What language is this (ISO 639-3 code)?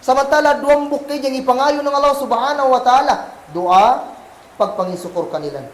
kll